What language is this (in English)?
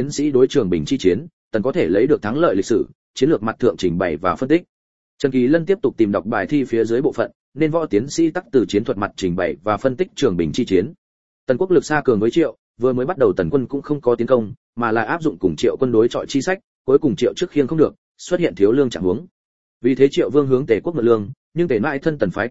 Vietnamese